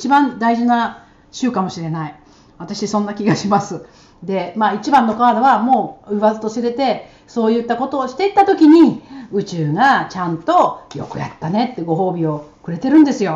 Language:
Japanese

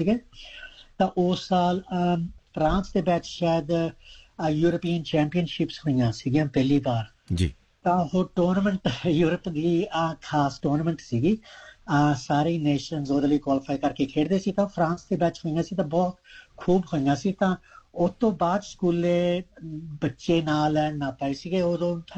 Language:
Punjabi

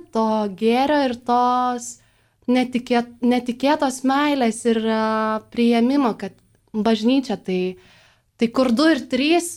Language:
Lithuanian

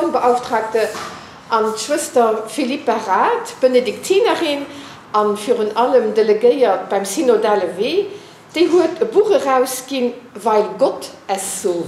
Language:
Luxembourgish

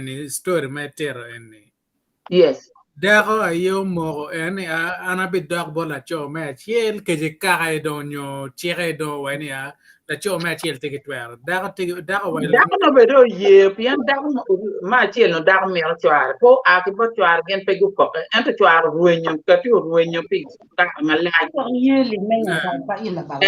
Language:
Acoli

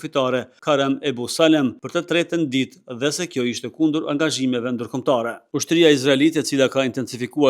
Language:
Albanian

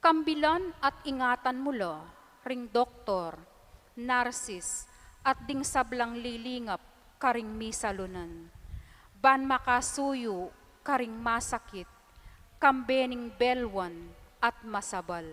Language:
Pampanga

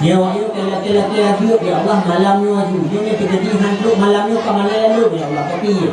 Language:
Achinese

